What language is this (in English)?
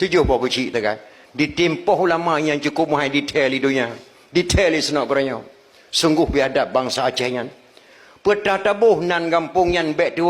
Achinese